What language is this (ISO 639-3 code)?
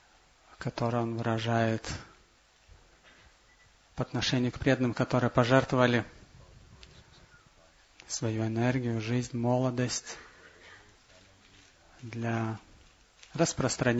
rus